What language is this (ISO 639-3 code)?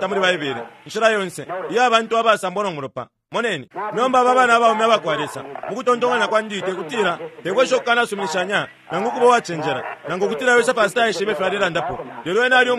bem